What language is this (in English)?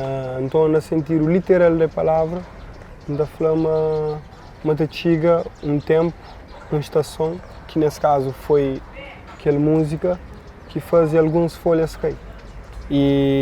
Kabuverdianu